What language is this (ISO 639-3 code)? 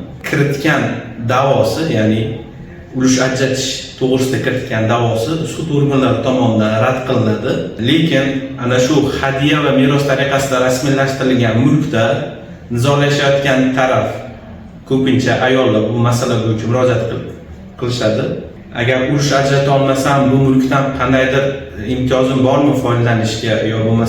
uzb